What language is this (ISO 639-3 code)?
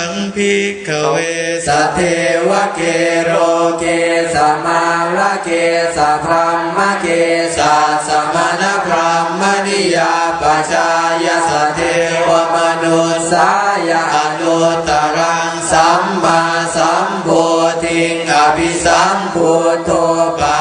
pli